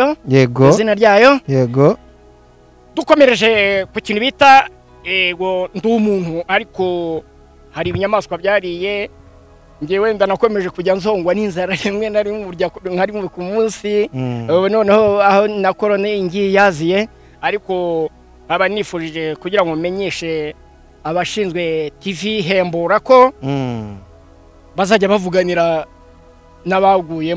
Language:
Kinyarwanda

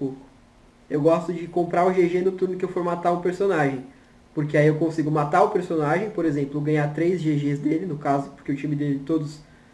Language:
Portuguese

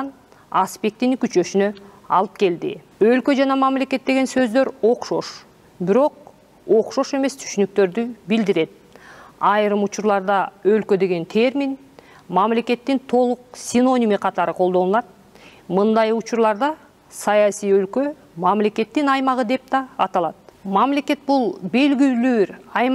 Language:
Kyrgyz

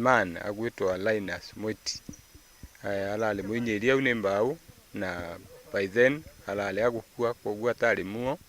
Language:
Meru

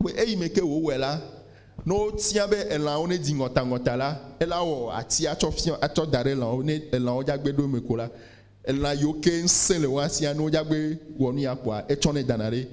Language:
Ewe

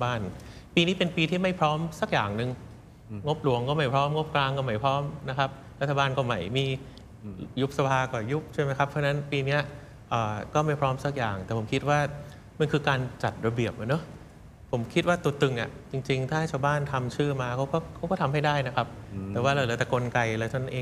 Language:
Thai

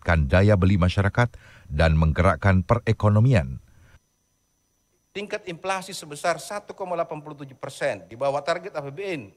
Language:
Indonesian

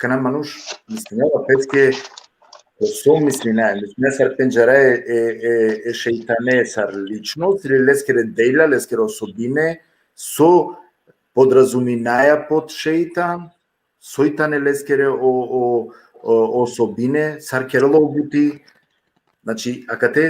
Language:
Balkan Romani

